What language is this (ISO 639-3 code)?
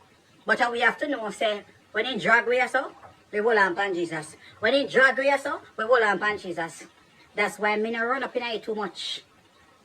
jam